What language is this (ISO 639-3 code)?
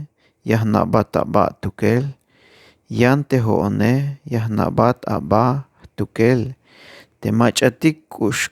tzh